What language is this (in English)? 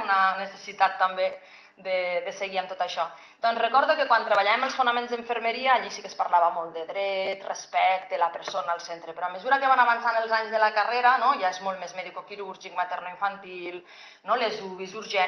Catalan